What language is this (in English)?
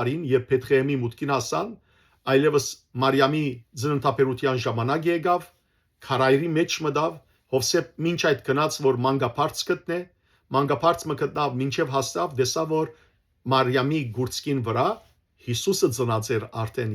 Western Armenian